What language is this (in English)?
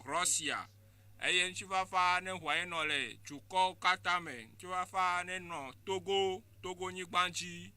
Ewe